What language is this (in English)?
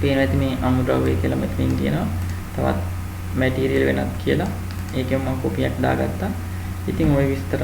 Sinhala